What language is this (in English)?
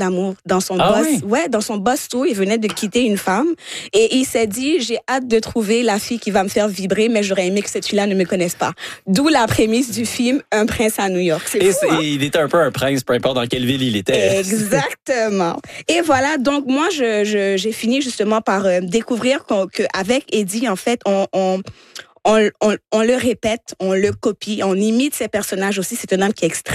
French